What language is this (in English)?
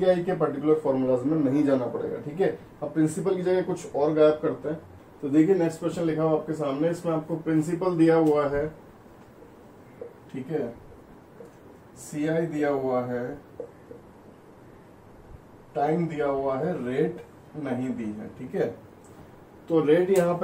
Hindi